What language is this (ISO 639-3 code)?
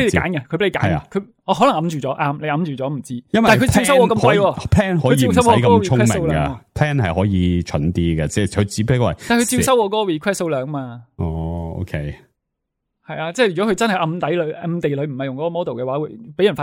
yue